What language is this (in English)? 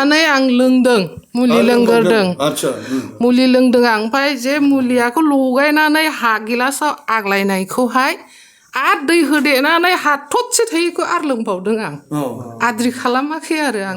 Bodo